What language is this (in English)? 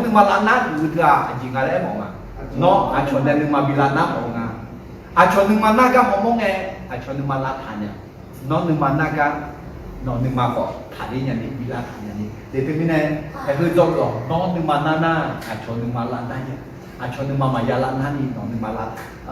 Akha